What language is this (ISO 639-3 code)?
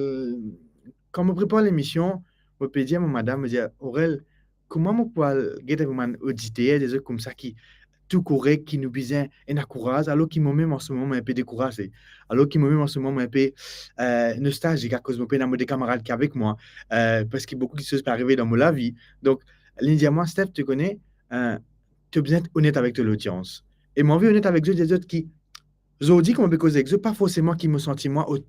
mfe